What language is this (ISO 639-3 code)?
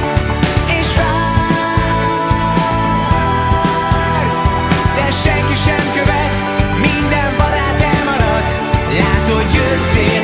hun